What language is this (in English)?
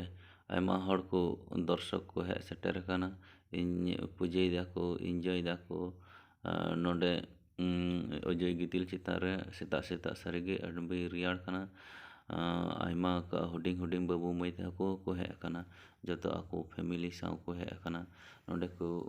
Santali